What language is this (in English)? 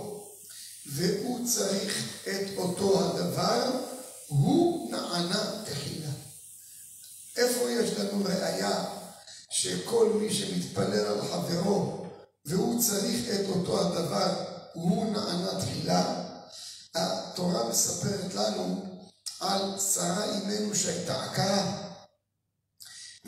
Hebrew